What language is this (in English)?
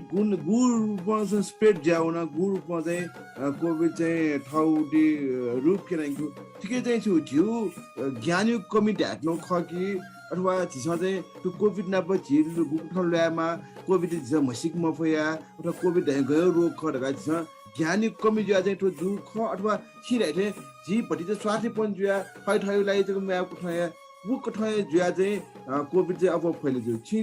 Newari